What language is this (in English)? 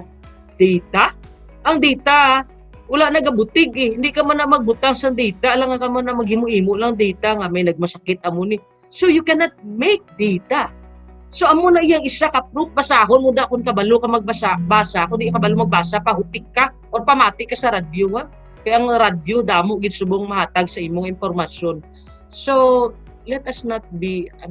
Hiligaynon